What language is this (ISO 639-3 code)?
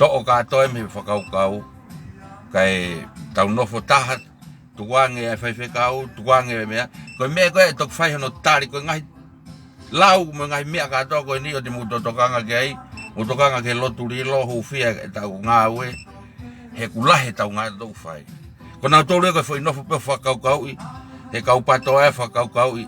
ton